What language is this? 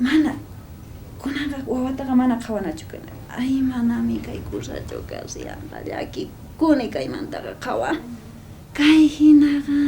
South Bolivian Quechua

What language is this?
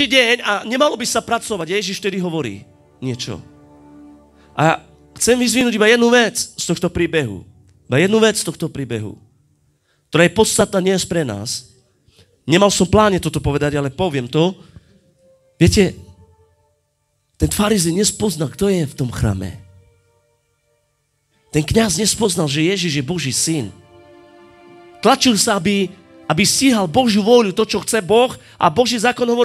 Slovak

